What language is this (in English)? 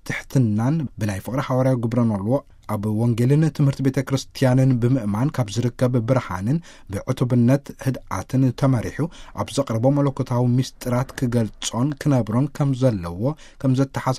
Tigrinya